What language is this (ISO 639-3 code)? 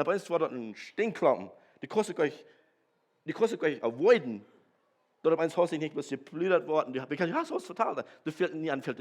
pdt